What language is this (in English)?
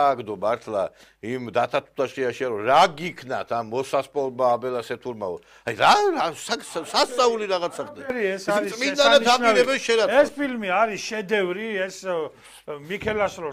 Georgian